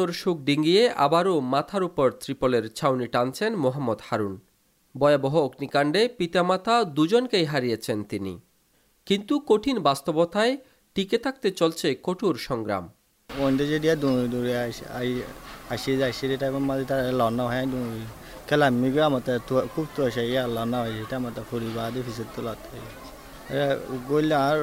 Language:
Bangla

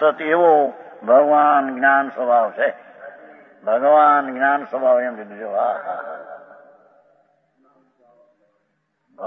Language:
Gujarati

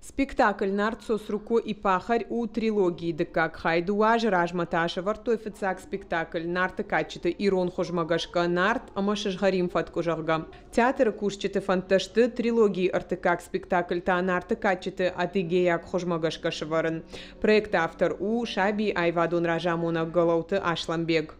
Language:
Ossetic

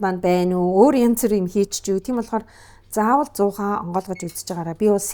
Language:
Mongolian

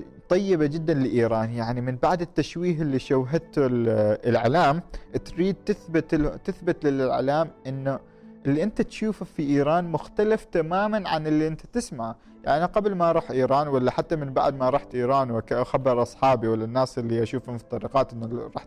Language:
Gulf Arabic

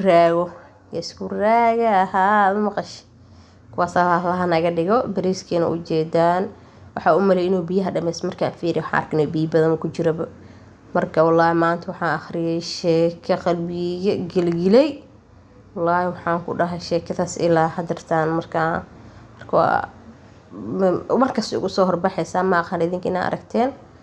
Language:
Somali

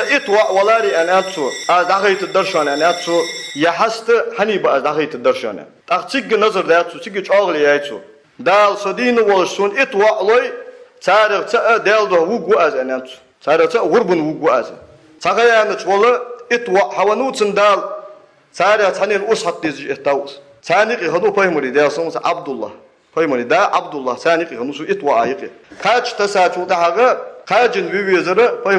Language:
Ingush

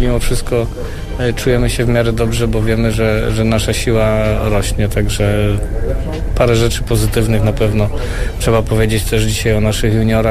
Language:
Polish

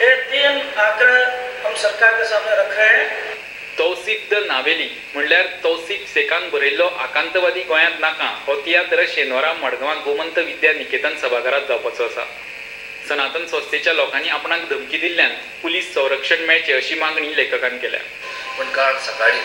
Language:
Konkani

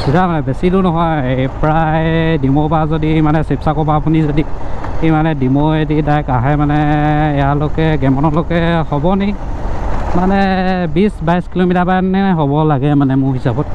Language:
Assamese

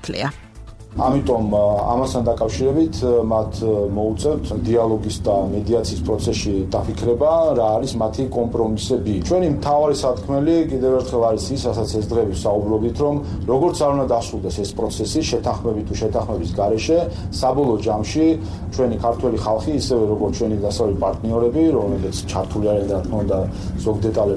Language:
Georgian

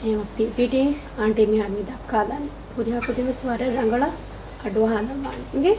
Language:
Divehi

